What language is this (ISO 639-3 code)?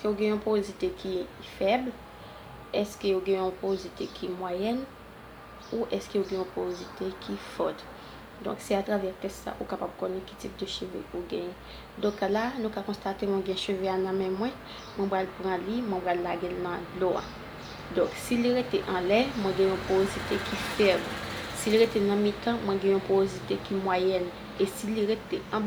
hat